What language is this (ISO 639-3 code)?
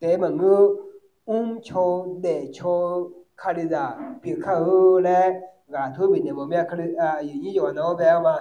ahk